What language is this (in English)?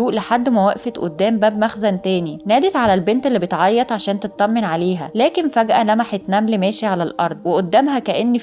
Egyptian Arabic